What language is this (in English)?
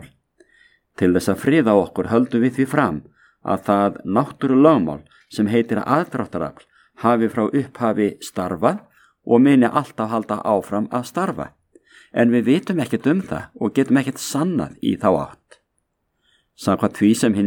Icelandic